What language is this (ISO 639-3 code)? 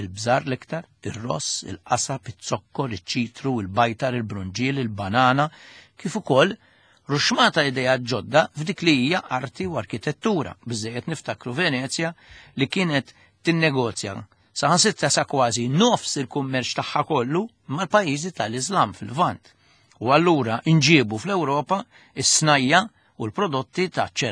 mlt